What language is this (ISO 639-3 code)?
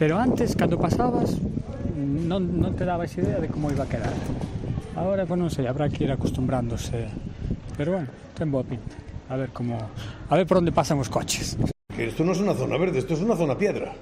glg